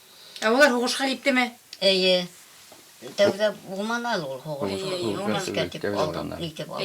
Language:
Bashkir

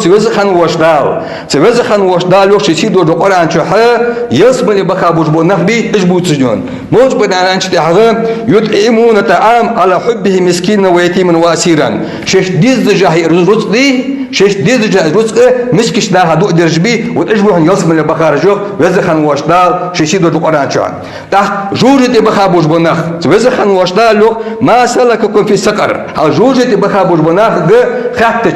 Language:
Ingush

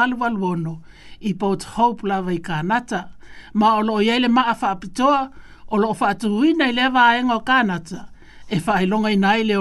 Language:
Samoan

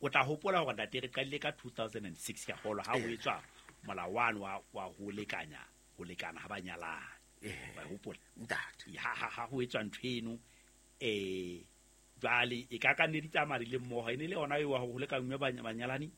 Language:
Southern Sotho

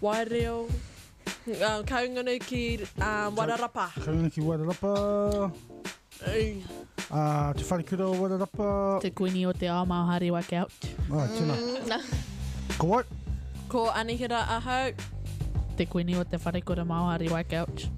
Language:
Māori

